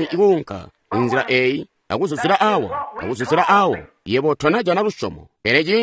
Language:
Tonga (Zambia)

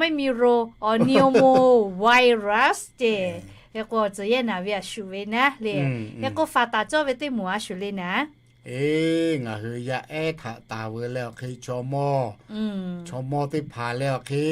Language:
Lahu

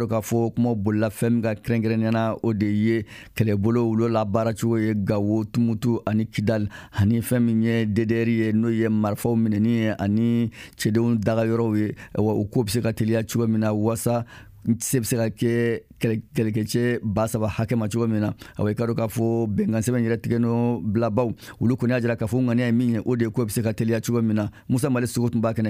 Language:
Bambara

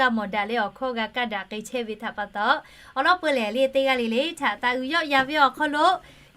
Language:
Lahu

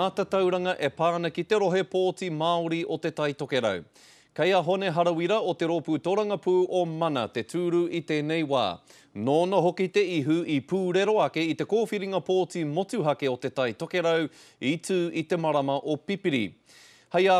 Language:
Māori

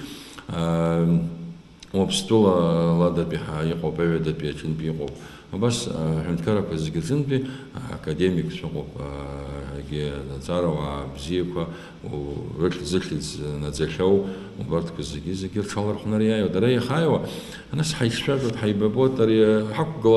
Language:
Abkhazian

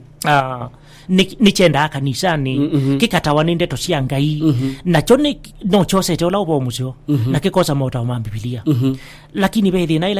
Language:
Kamba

